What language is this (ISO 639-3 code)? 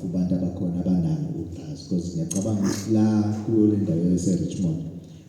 zul